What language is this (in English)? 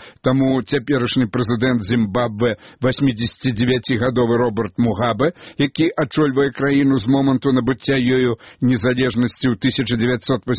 Belarusian